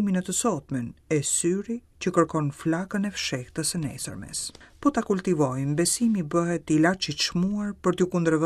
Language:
Albanian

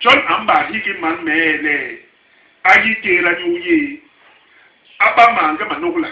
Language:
Basaa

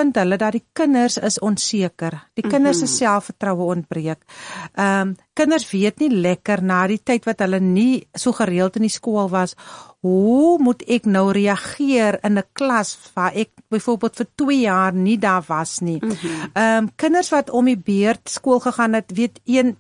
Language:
Afrikaans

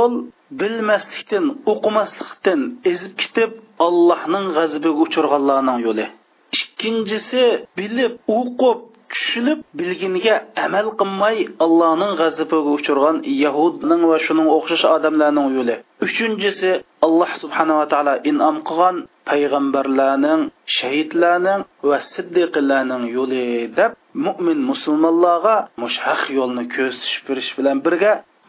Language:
Uyghur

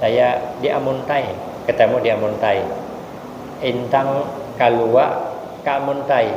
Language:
Banjar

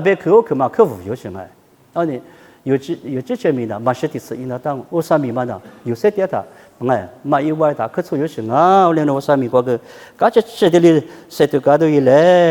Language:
Lisu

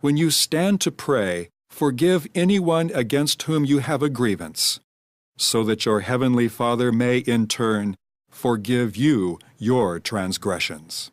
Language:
English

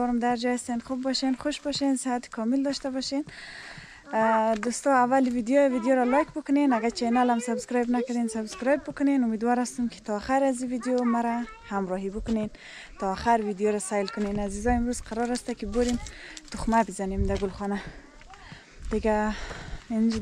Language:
Persian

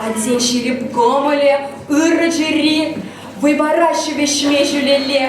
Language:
Chuvash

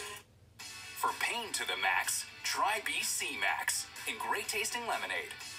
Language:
English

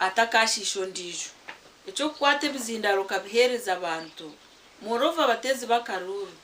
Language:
Nyankole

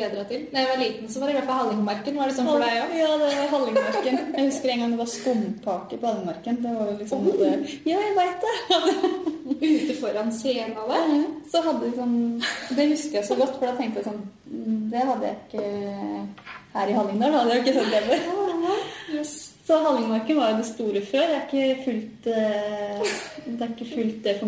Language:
Norwegian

